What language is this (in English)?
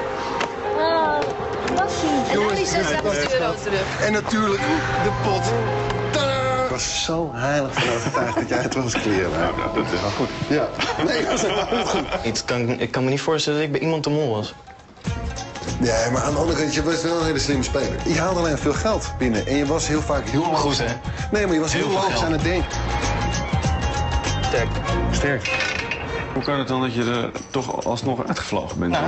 Dutch